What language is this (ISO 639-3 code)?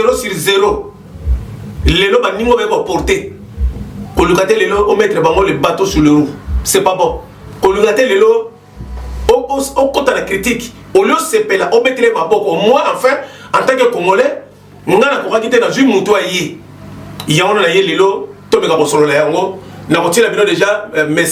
lin